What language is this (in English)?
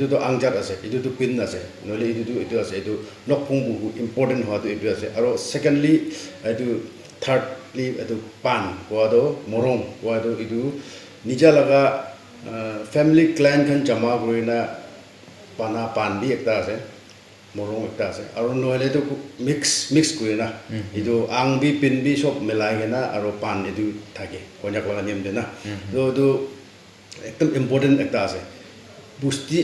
Naga Pidgin